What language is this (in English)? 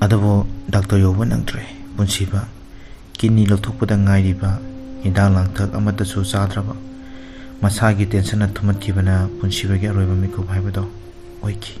Manipuri